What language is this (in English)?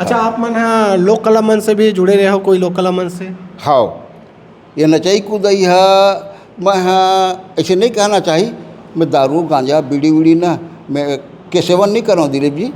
Chhattisgarhi